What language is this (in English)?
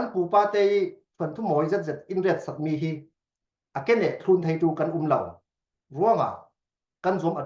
Falam Chin